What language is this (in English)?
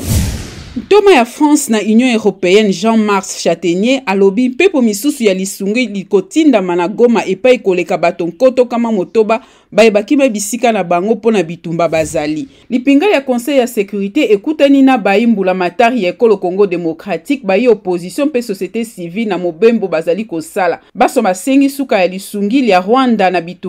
Lingala